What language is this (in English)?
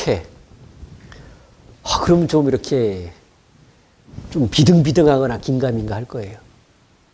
Korean